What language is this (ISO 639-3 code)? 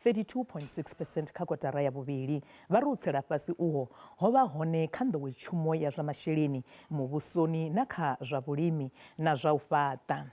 ven